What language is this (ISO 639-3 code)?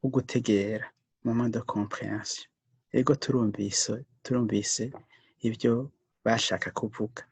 run